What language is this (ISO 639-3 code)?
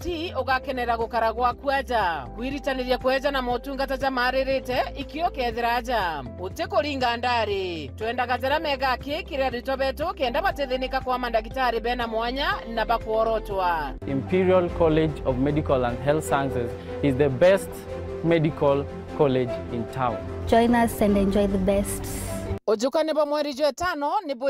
mer